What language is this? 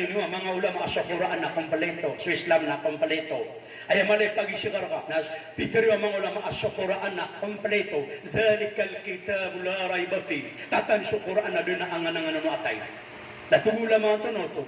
Maranao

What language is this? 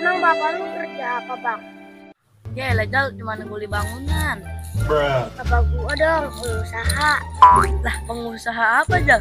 Betawi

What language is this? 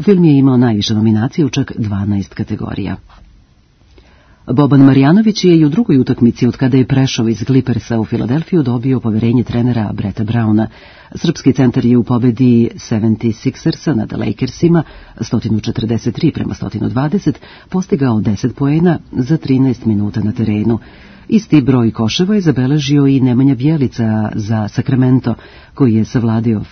Serbian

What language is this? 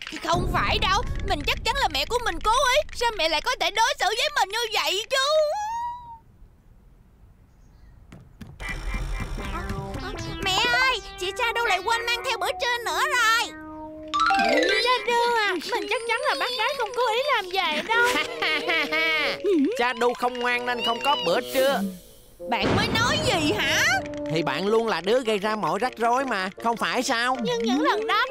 Vietnamese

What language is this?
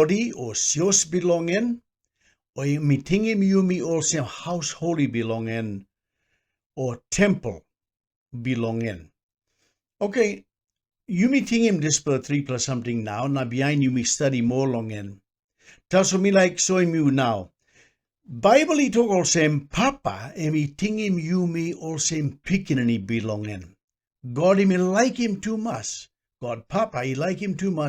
Tok Pisin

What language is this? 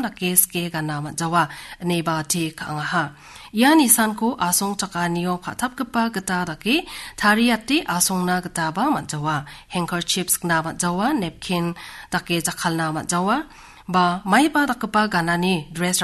Garo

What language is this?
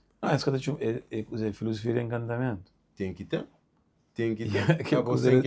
Kabuverdianu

